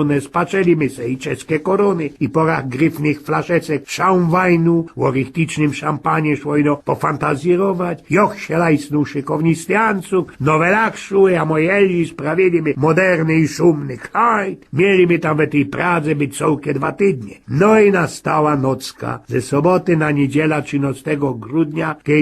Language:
Silesian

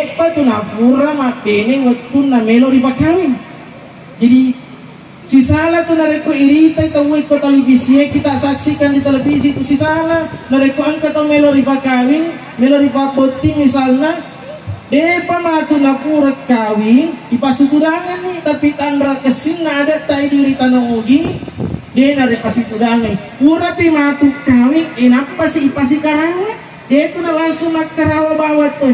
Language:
Buginese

